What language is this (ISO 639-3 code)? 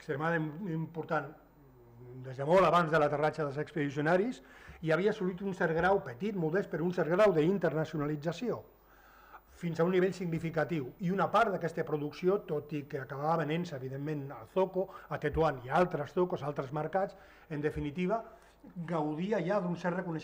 cat